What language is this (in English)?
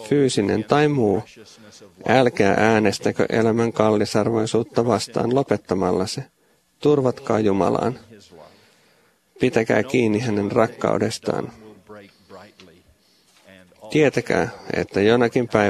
Finnish